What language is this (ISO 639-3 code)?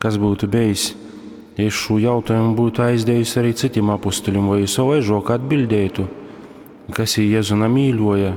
ltg